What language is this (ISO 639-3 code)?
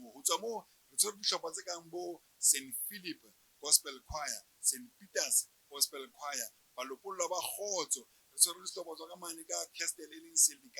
sot